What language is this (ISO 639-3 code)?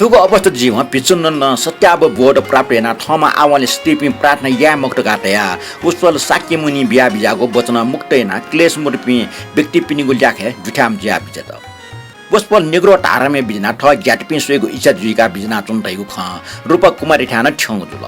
new